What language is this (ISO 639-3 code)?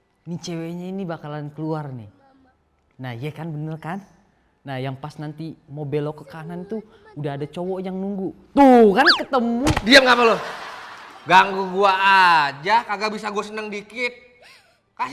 bew